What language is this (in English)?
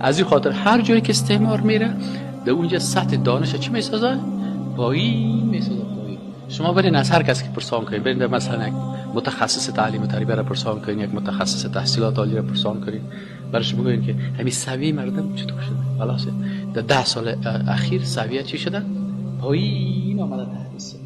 Persian